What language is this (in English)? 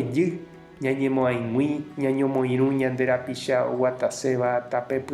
Guarani